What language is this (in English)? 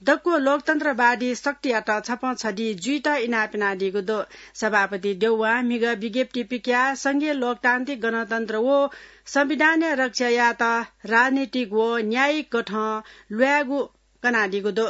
Newari